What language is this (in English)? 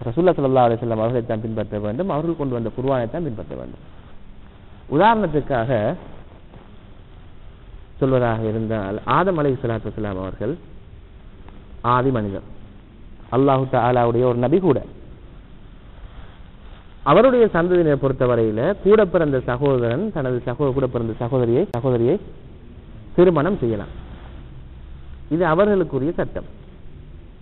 Tamil